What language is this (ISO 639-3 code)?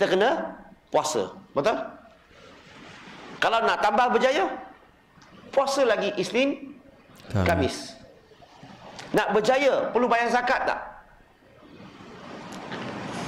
msa